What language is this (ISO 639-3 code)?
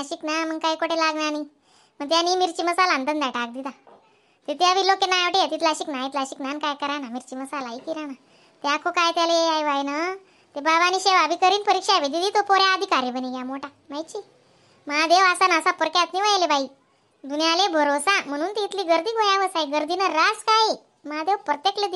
khn